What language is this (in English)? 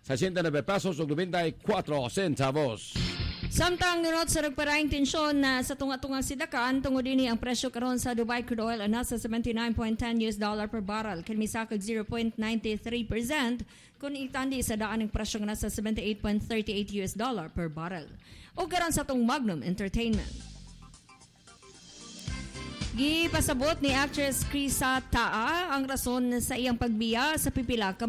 Cebuano